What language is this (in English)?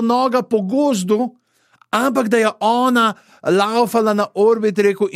Slovenian